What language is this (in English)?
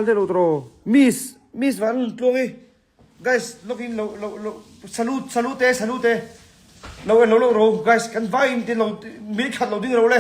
Mizo